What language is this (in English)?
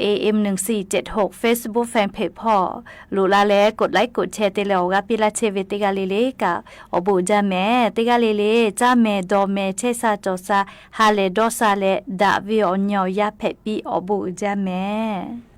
Lahu